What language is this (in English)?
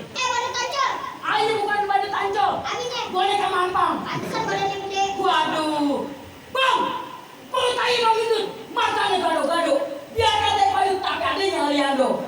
Betawi